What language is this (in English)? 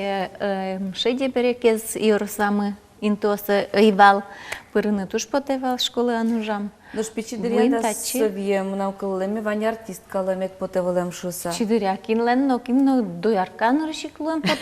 Udmurt